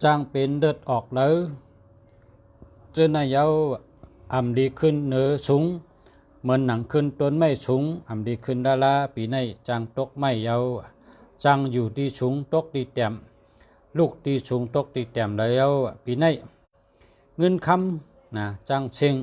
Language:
Shan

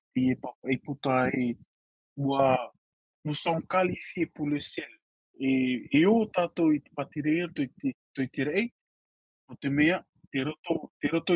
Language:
Tahitian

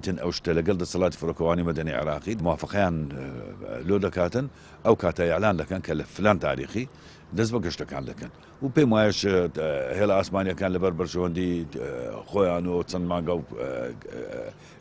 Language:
Central Kurdish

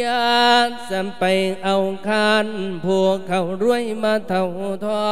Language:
Lao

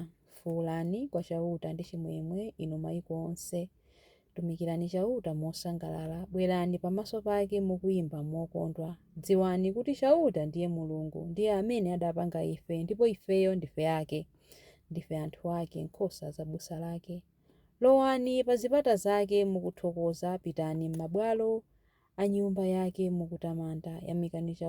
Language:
Nyanja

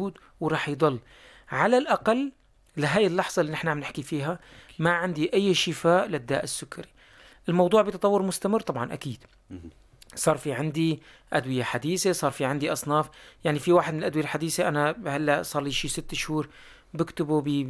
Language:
North Levantine Arabic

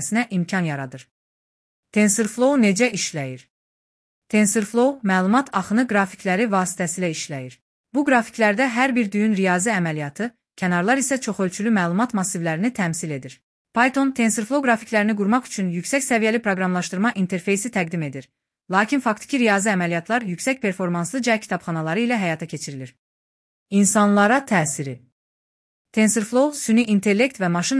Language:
Azerbaijani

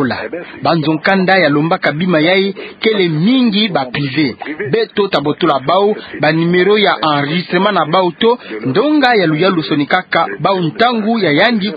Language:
Kituba (Democratic Republic of Congo)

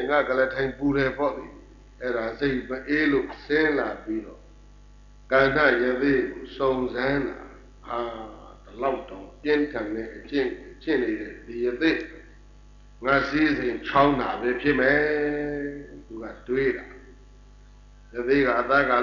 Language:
Burmese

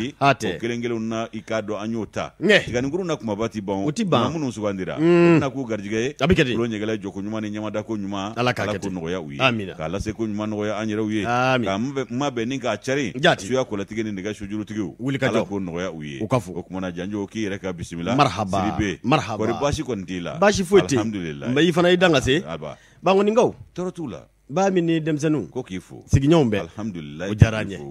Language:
Bambara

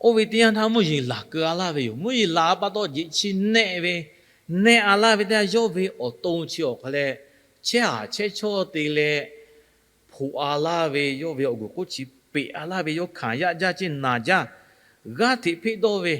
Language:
Lahu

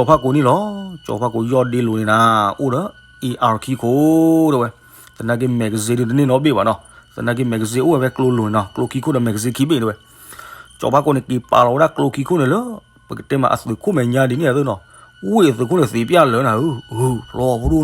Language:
S'gaw Karen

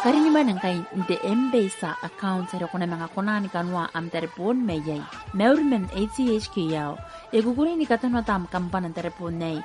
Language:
Gilbertese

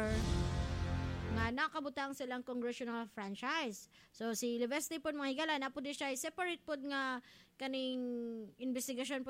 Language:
Cebuano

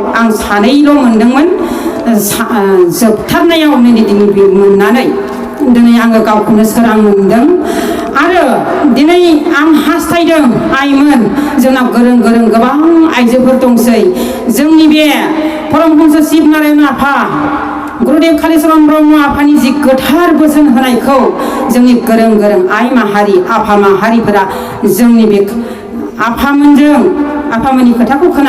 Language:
Bodo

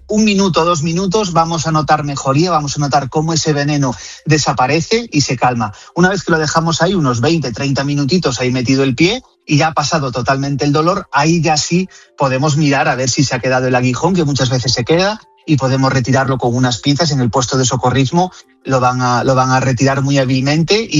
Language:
Spanish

